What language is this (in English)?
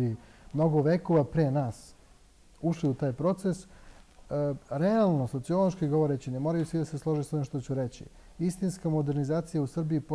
Serbian